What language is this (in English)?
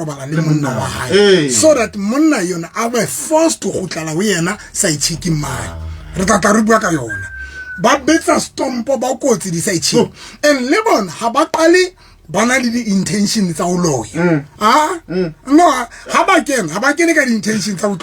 Southern Sotho